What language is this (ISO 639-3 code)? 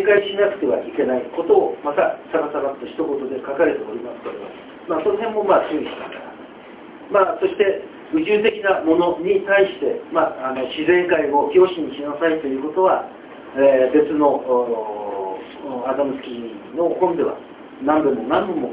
jpn